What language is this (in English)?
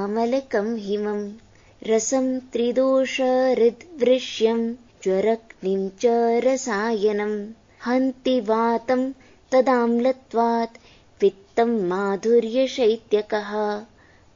Sanskrit